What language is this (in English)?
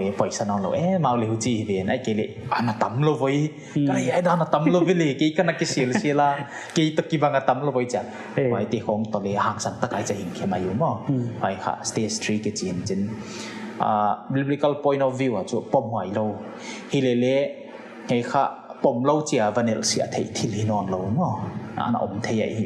Paite Chin